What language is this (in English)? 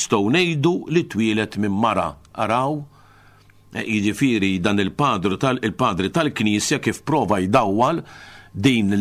Maltese